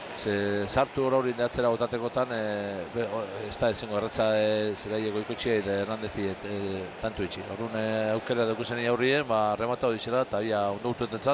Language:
Basque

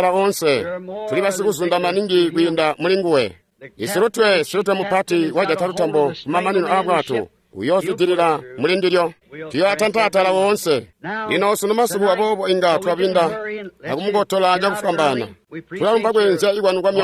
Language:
Tonga (Zambia)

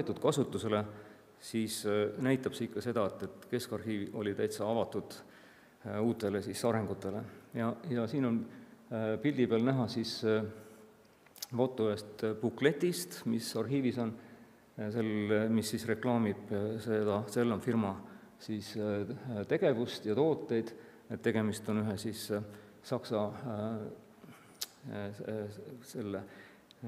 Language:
Estonian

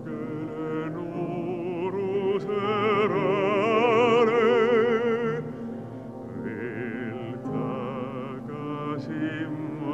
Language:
Estonian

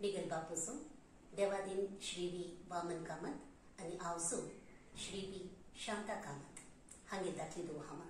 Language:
Konkani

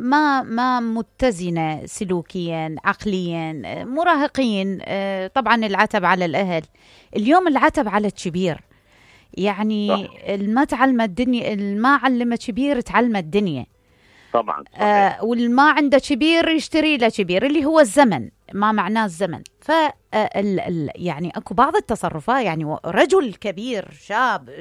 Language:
Mesopotamian Arabic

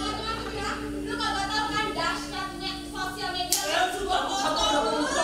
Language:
Betawi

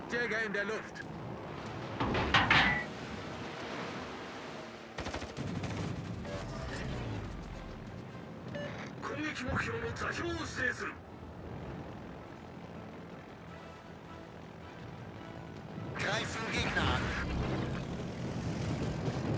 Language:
German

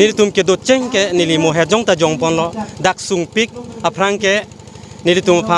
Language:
Karbi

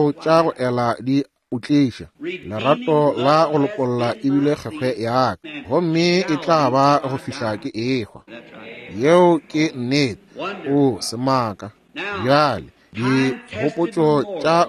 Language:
Northern Sotho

